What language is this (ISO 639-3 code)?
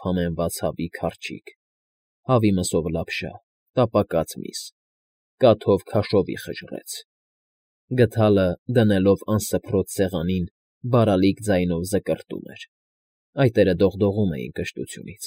hye